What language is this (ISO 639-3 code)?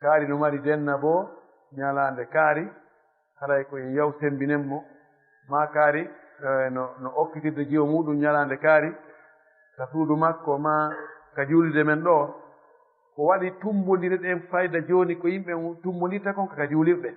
ful